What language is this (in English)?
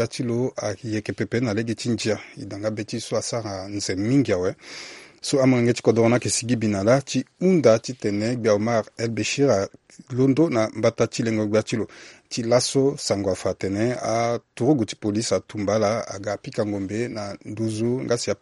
Sango